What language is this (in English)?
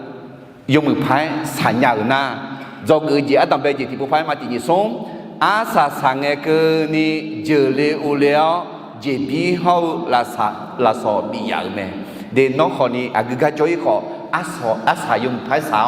Akha